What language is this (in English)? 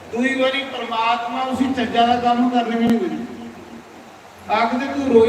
Dogri